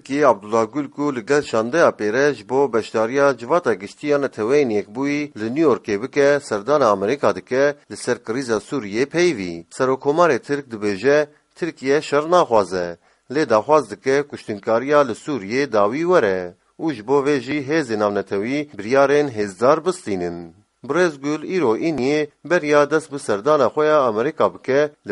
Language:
Kurdish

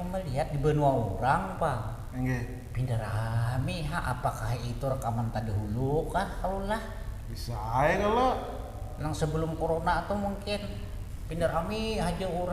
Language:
Banjar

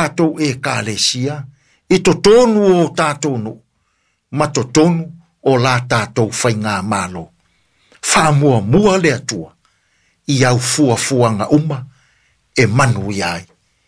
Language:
Samoan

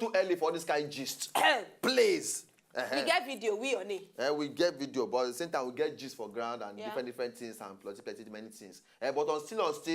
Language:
Nigerian Pidgin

